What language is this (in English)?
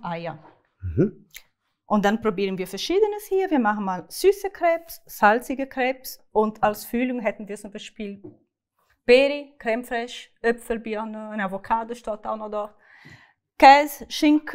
Swiss German